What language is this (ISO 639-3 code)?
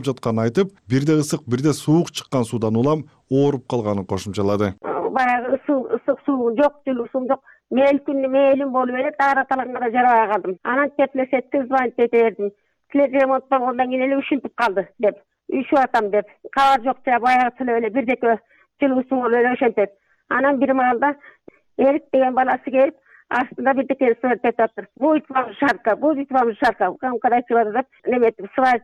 kir